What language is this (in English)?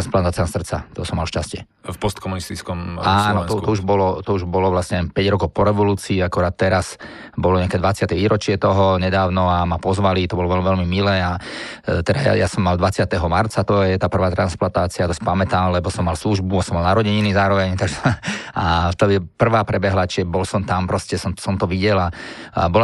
Slovak